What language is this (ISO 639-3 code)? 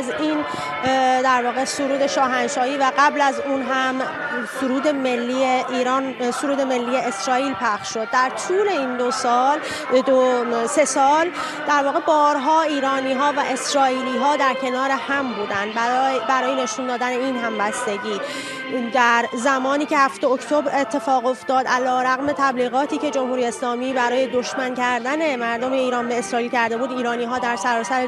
fas